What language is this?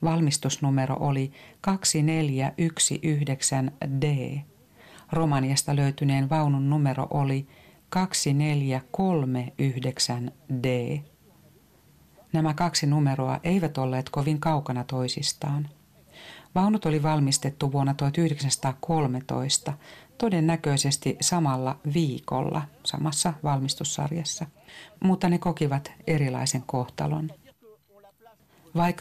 Finnish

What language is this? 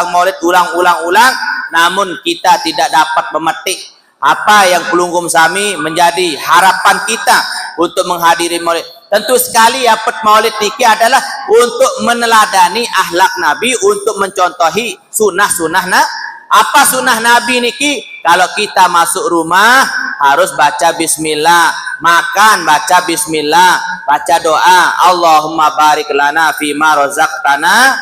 Sasak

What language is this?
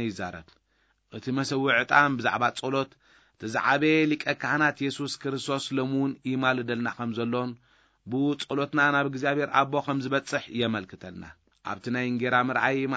Tigrinya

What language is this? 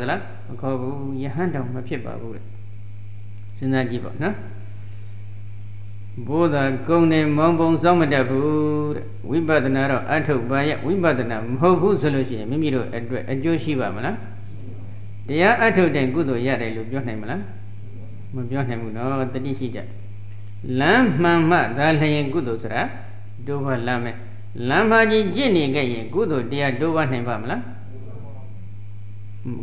Burmese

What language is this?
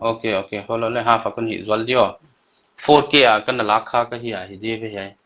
Paite Chin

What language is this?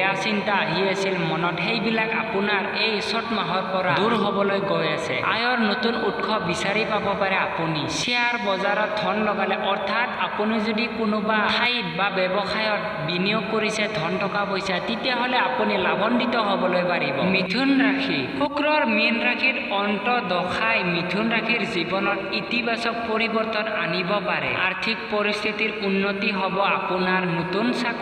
Assamese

